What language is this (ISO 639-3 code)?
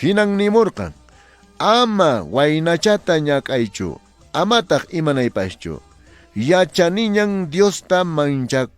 que